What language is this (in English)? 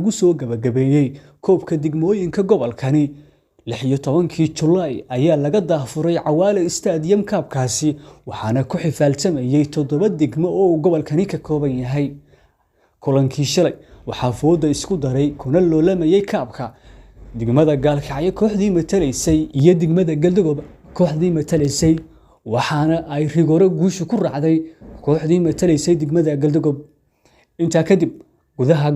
Somali